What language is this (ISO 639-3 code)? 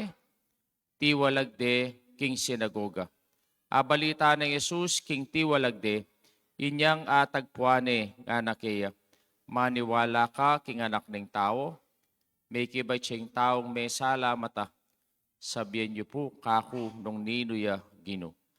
pam